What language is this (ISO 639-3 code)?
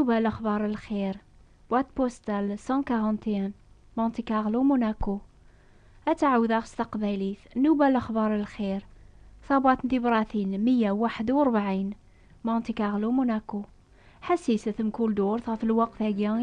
kab